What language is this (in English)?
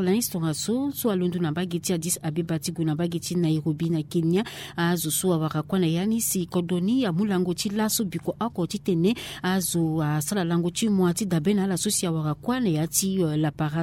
Sango